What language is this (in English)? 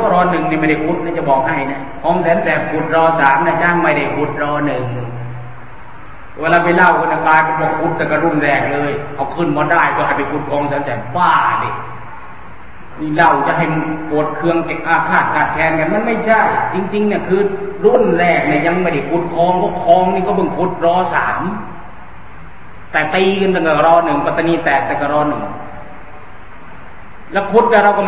Thai